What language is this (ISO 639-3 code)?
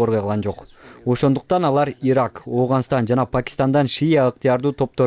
kir